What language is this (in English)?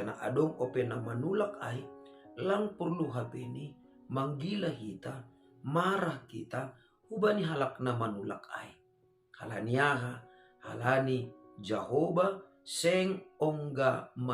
Batak Simalungun